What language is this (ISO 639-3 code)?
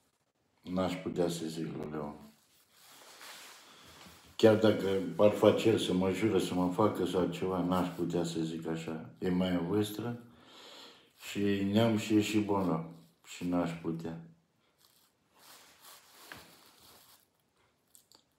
ron